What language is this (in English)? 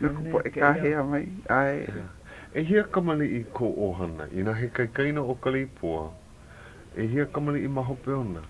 Hawaiian